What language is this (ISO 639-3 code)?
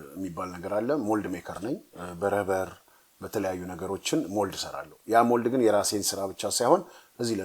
amh